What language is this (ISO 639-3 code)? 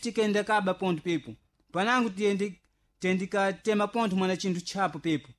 seh